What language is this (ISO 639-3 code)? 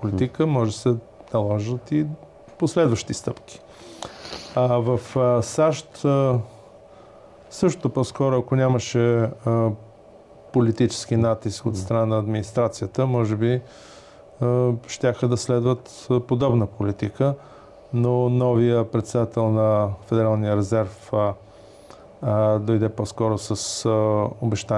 bul